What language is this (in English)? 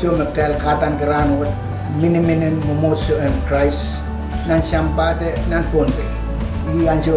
Pohnpeian